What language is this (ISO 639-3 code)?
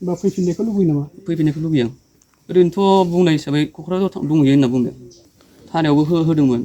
brx